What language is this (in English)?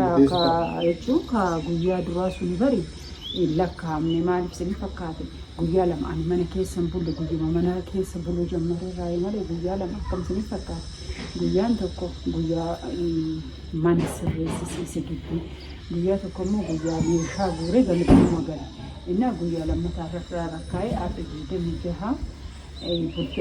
Oromo